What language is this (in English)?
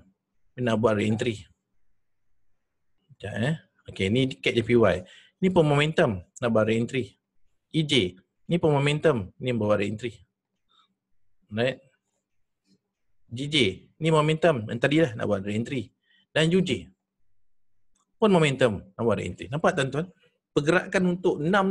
Malay